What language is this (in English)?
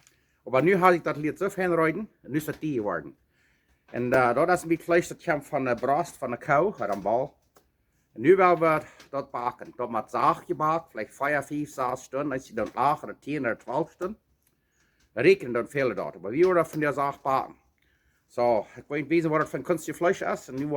Plautdietsch